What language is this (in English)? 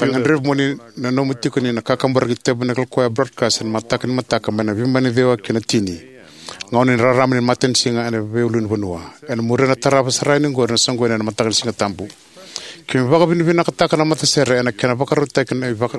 Fijian